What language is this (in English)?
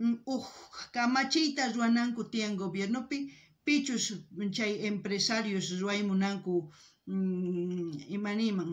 South Bolivian Quechua